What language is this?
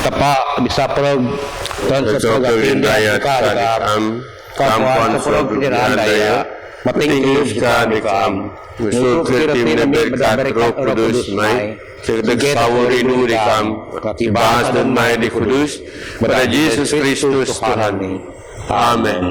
Biatah Bidayuh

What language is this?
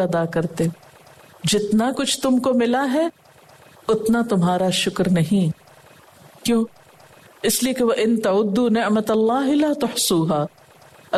Urdu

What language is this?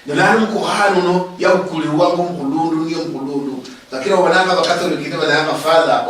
Luyia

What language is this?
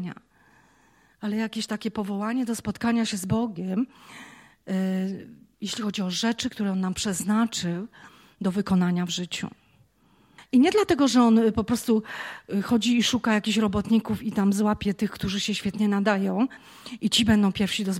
Polish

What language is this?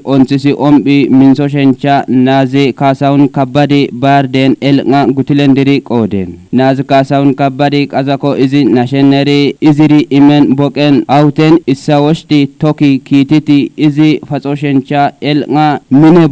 Kafa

